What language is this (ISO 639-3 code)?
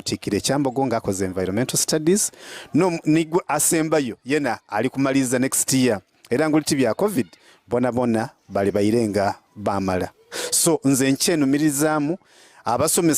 xog